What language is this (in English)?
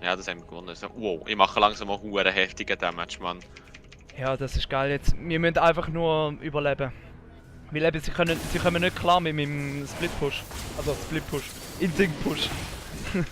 Swiss German